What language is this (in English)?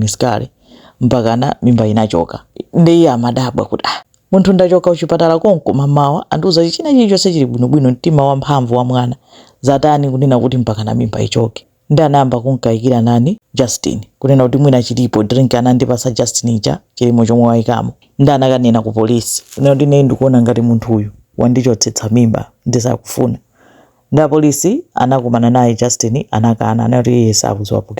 Nyanja